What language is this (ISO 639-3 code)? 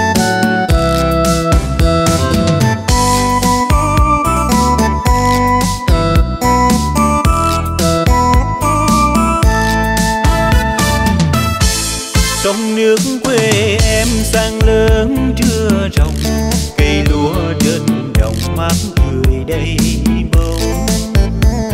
vie